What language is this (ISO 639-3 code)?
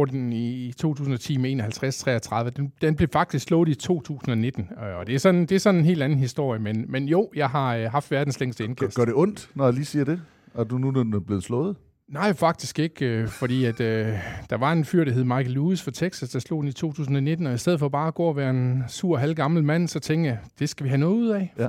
dan